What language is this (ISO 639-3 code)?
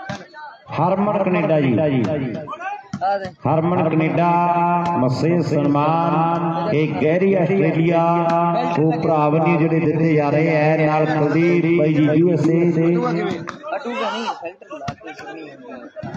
pan